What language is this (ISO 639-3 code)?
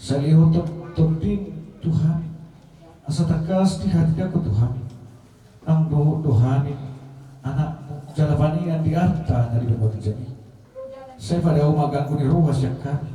bbc